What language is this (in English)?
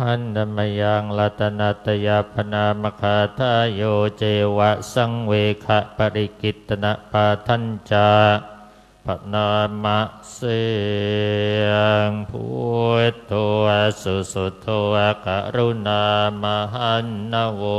Pali